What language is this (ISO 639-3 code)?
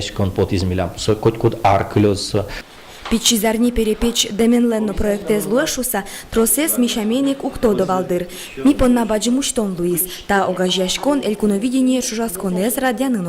udm